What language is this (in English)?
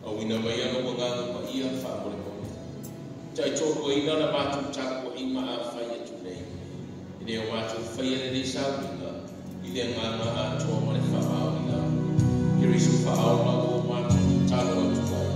Samoan